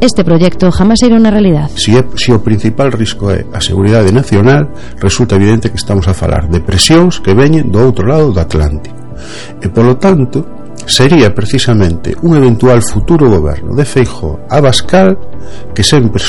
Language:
Galician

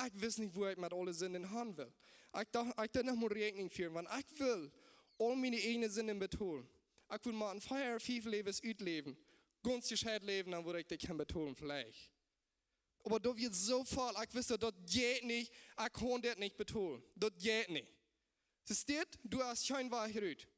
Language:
Plautdietsch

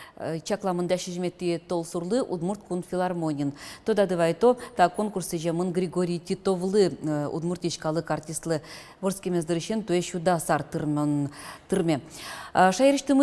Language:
Udmurt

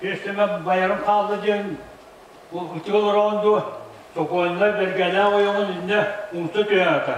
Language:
Yakut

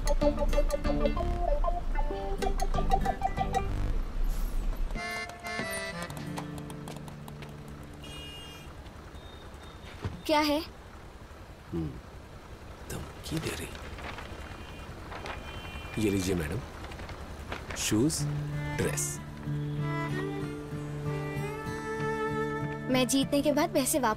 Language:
Hindi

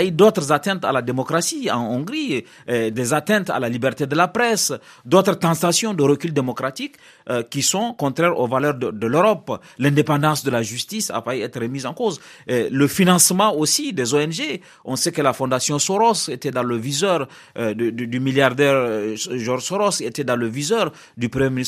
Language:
French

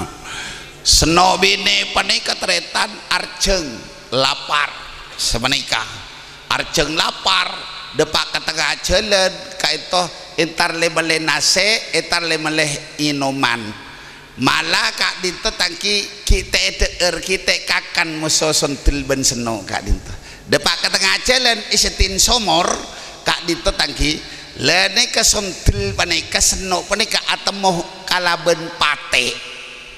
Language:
Madurese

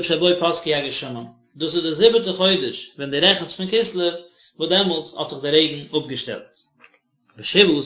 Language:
Yiddish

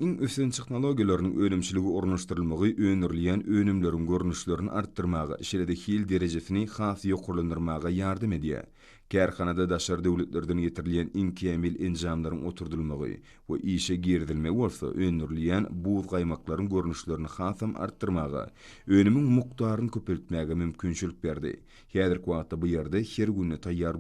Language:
Turkmen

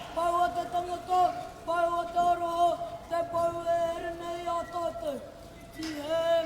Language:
Māori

